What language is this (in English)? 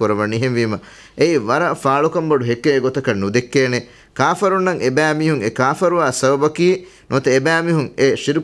Divehi